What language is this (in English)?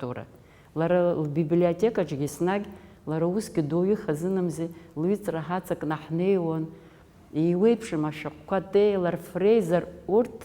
Abkhazian